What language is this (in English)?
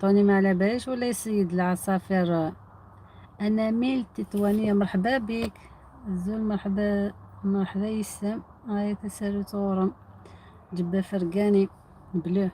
Algerian Arabic